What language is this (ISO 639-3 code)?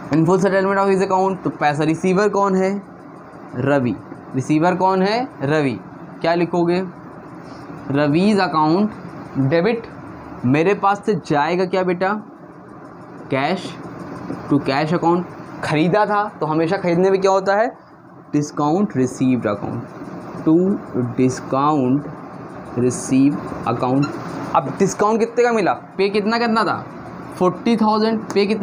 hin